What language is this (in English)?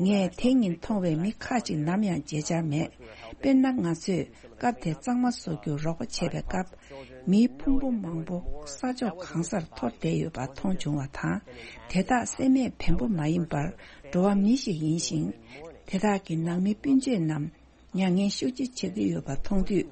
Tibetan